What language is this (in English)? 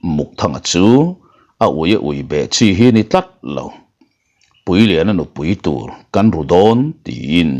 Mizo